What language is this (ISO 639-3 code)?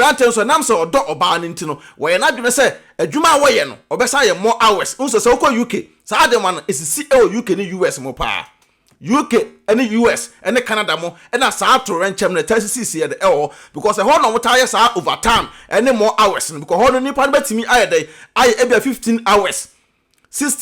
aka